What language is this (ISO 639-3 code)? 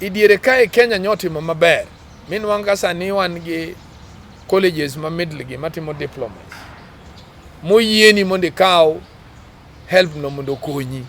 luo